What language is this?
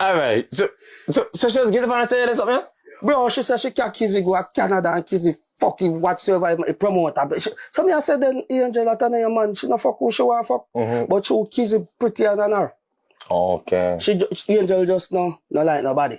Jamaican Creole English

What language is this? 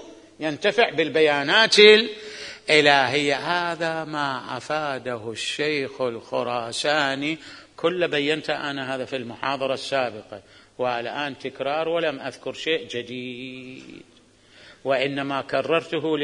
Mesopotamian Arabic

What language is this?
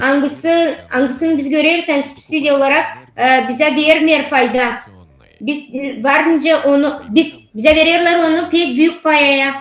Gagauz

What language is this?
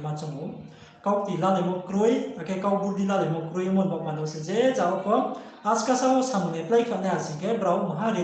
Riang (India)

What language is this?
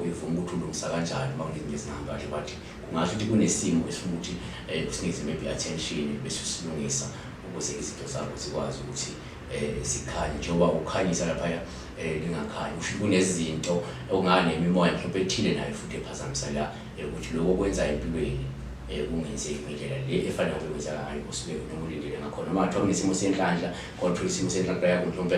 Zulu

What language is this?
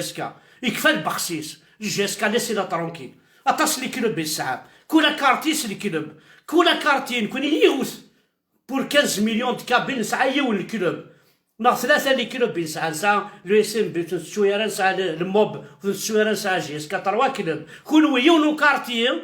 Kabyle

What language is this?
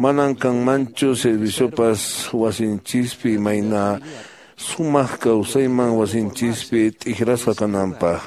Quechua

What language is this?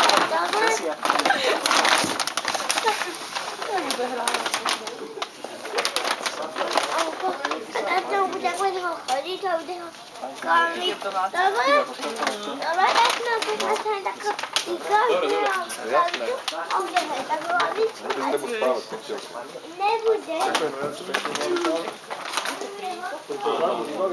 Slovak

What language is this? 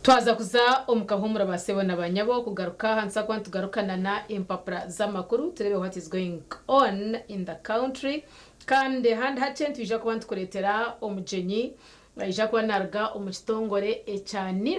Nyankole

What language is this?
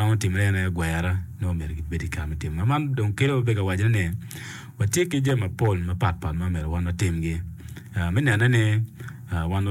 Acoli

